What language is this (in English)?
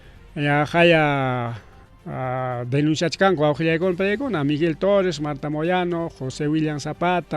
Ayacucho Quechua